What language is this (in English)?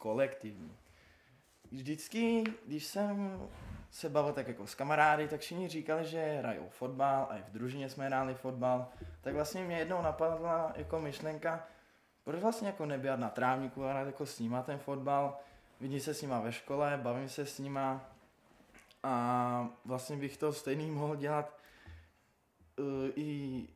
Czech